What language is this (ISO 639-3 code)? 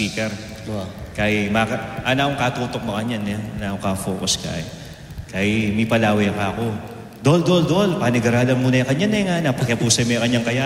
pam